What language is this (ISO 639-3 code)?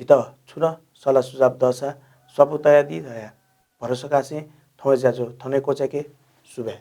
new